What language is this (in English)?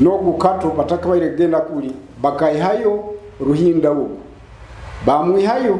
Nyoro